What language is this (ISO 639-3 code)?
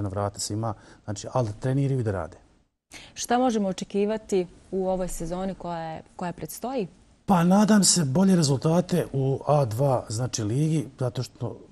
bos